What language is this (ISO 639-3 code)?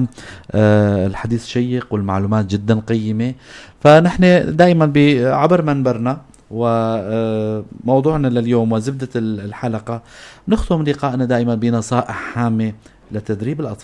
apc